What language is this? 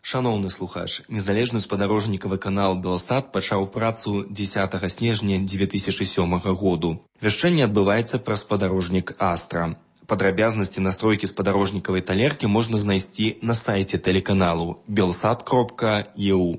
Belarusian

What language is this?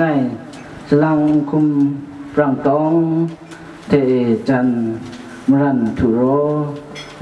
Kachin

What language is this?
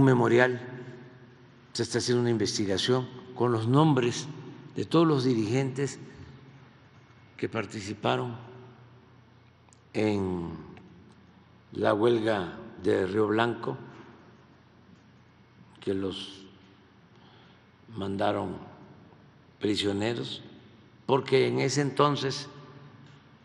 Spanish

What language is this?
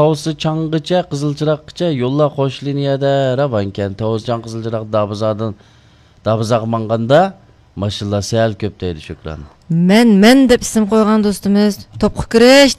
Uyghur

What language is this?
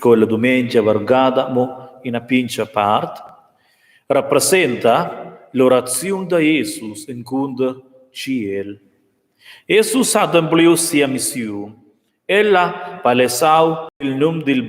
Romansh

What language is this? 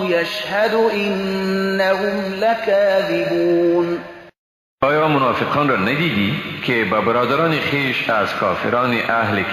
Persian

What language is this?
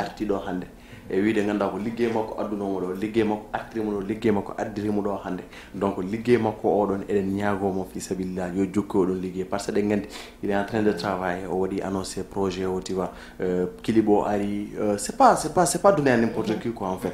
Fula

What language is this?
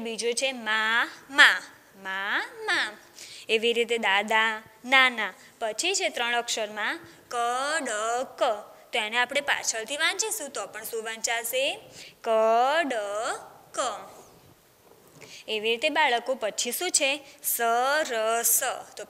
Gujarati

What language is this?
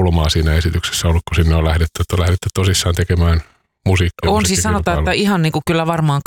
Finnish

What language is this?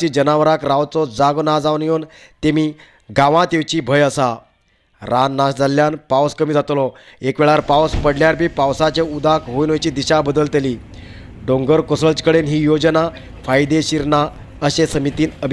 Konkani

